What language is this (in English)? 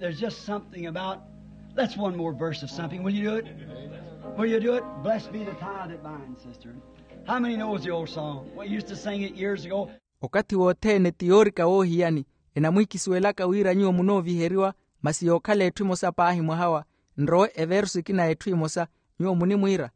Makhuwa